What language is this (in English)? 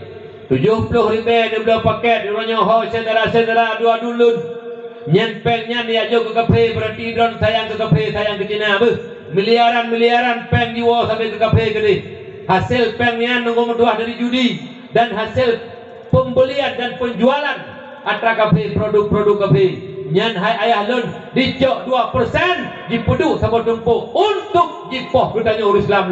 Achinese